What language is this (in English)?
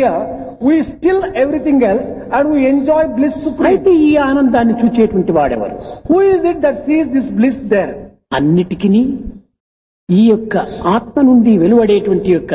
Telugu